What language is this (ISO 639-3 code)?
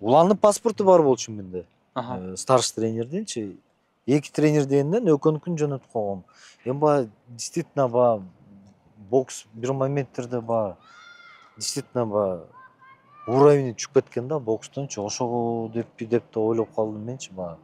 kir